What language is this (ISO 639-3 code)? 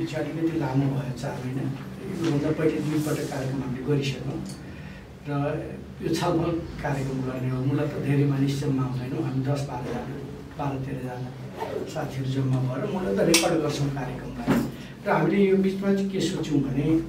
nep